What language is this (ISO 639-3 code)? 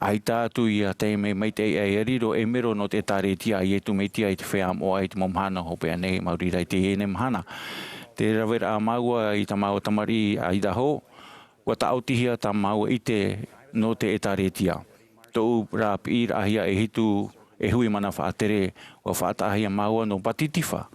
tah